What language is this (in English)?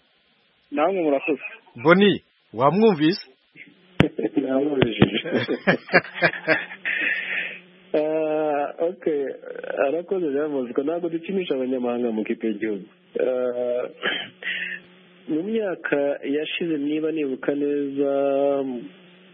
Kinyarwanda